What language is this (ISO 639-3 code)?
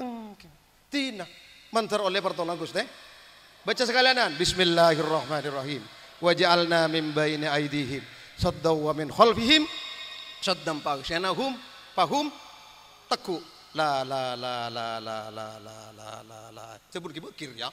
mad